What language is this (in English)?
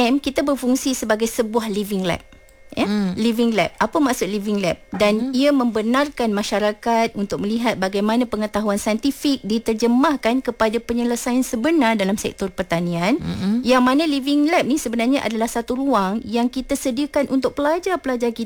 Malay